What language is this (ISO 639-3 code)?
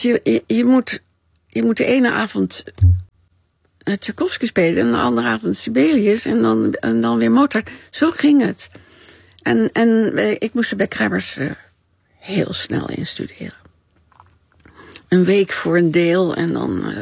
nld